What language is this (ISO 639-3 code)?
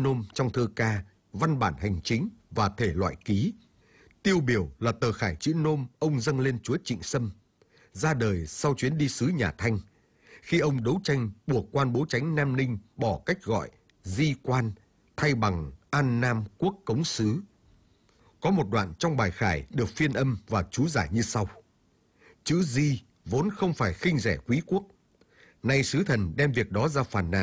vie